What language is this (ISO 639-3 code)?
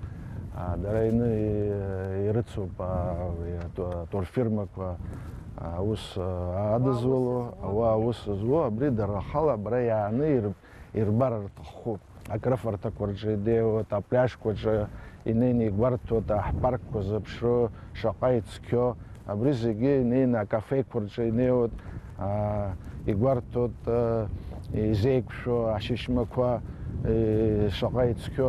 abk